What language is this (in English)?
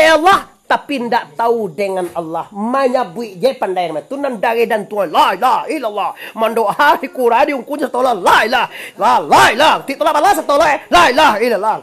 Minangkabau